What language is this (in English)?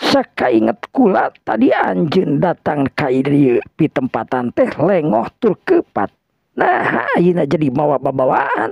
Sundanese